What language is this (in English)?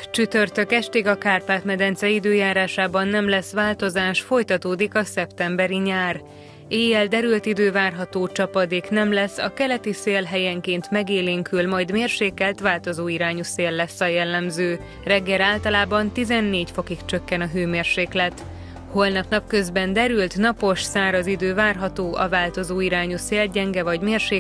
Hungarian